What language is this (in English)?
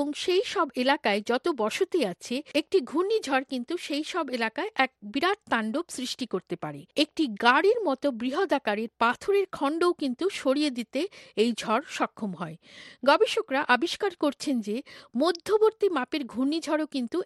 Bangla